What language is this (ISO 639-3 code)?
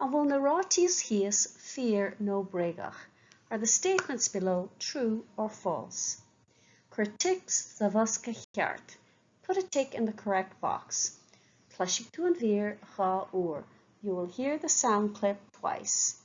gle